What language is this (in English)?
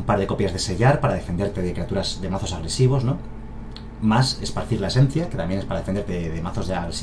Spanish